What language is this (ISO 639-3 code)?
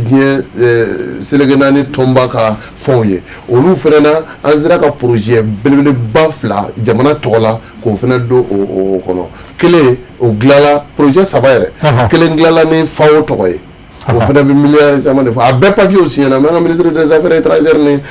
bam